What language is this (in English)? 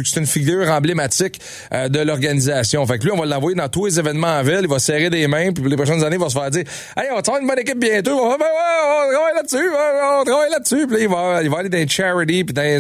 French